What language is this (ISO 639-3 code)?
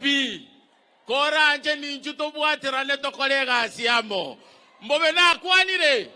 guz